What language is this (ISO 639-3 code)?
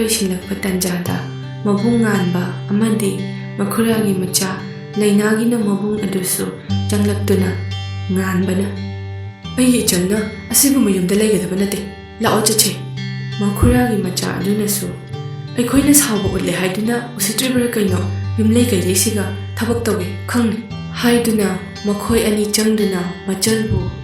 mni